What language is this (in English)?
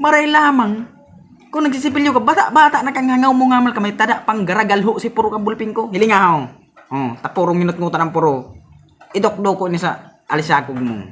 Bikol